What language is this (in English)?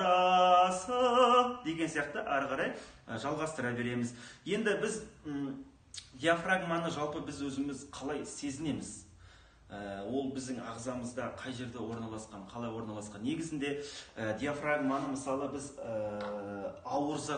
Kazakh